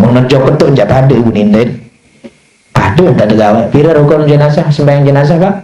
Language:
Sasak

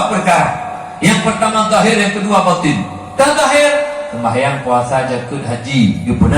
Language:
Achinese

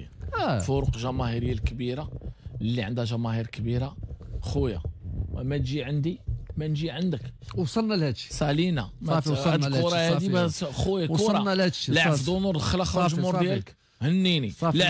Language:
Moroccan Arabic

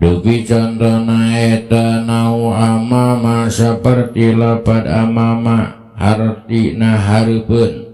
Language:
Sundanese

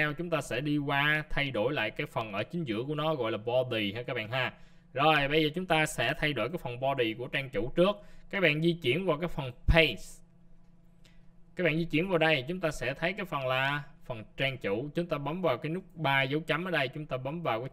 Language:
Vietnamese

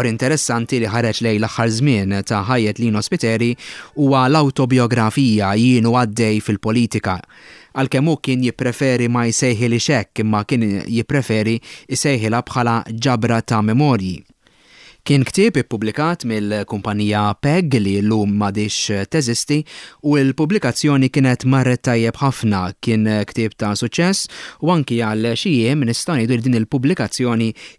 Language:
Maltese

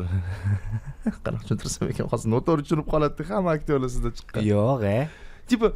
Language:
Uzbek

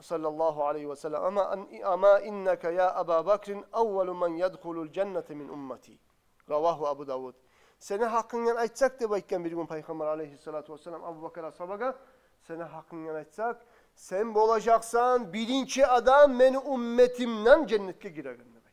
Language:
Kumyk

